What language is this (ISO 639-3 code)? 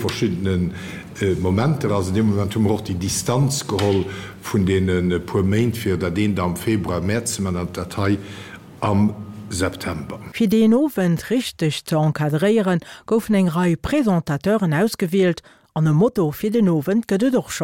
ltz